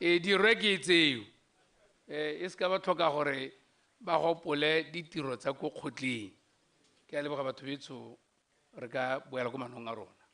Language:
Tswana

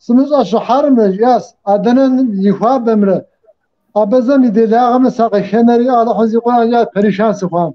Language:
Kabardian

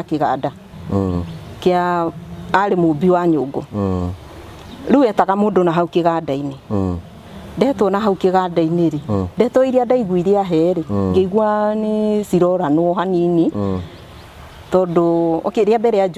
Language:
Kikuyu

